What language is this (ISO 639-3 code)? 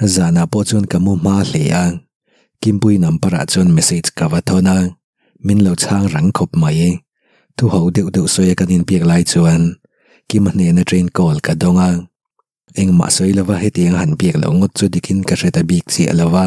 lus